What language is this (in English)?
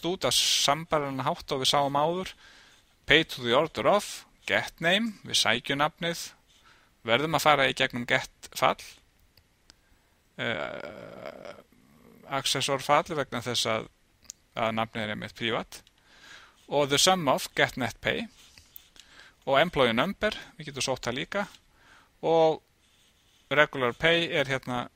Icelandic